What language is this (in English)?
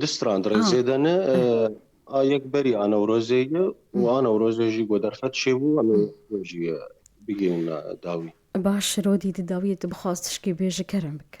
Kurdish